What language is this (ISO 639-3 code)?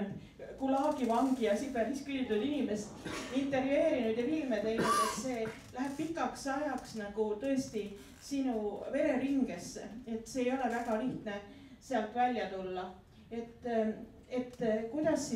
est